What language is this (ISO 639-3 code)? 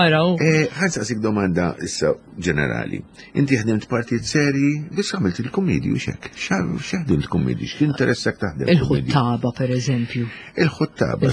mlt